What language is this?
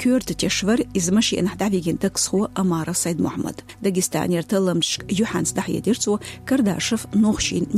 Chechen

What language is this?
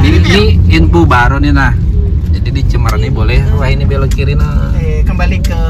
Banjar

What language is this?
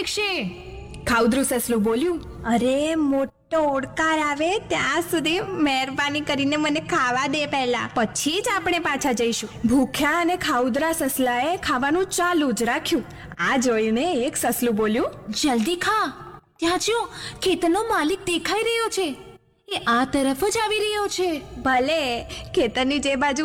Gujarati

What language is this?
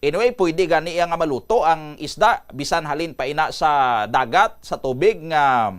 Hiligaynon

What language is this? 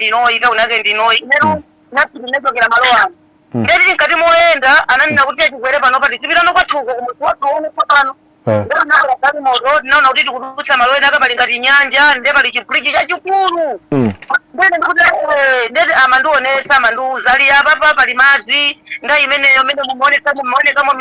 Nyanja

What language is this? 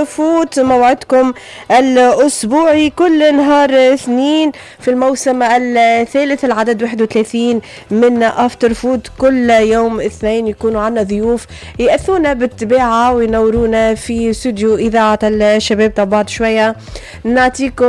Tunisian Arabic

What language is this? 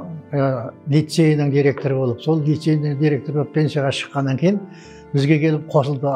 Kazakh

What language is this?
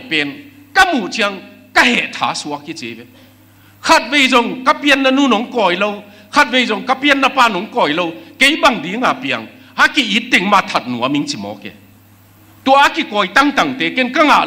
Tedim Chin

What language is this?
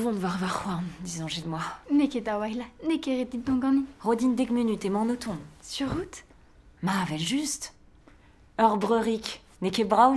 Breton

